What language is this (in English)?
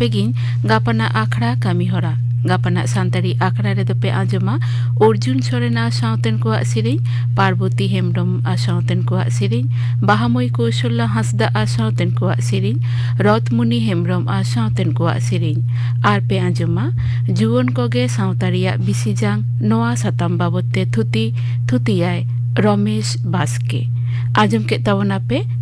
Santali